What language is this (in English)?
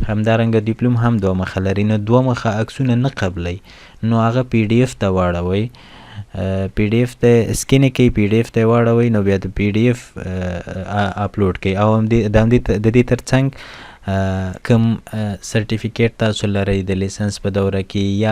Pashto